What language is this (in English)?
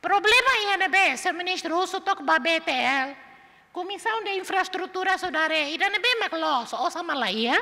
Tetum